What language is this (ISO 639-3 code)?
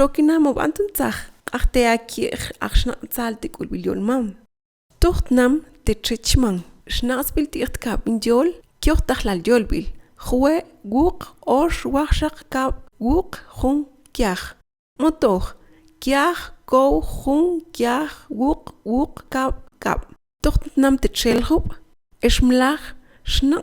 mam